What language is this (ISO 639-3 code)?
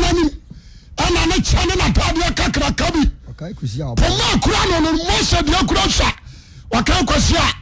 aka